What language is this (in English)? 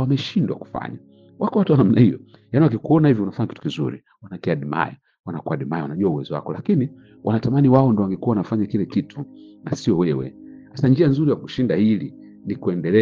Swahili